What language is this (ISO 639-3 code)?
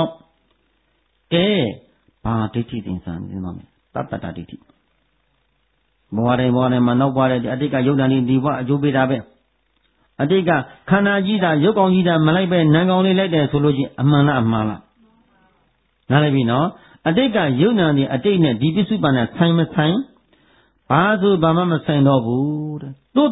mya